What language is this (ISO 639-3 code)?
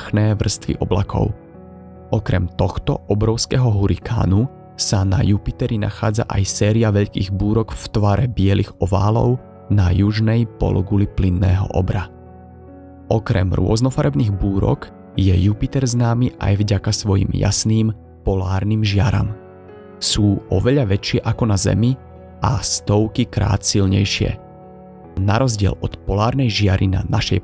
slk